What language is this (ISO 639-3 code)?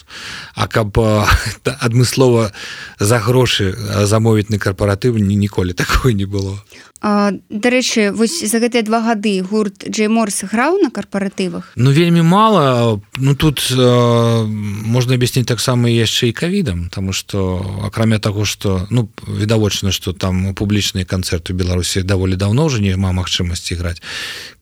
bel